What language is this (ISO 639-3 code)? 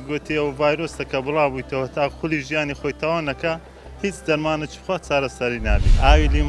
ckb